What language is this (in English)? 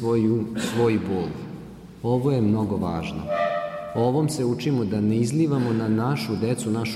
Serbian